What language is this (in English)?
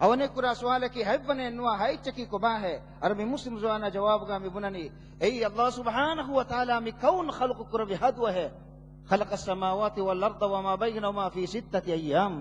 Divehi